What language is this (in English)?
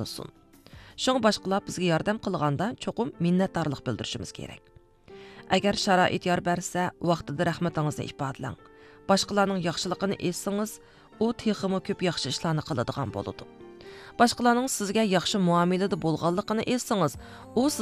Uyghur